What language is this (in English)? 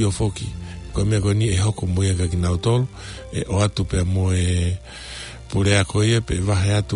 Tongan